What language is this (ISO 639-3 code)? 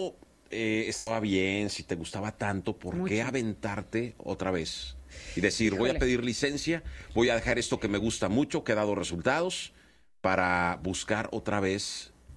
spa